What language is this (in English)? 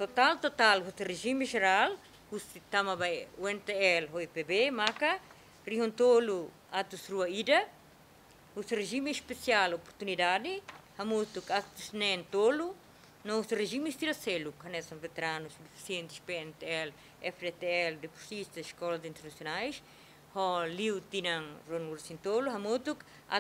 Tetum